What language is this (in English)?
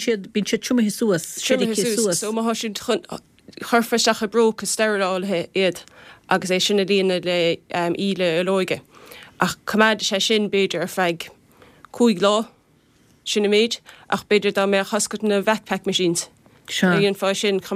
Irish